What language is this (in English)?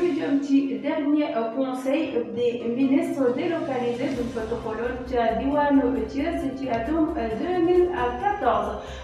Wolof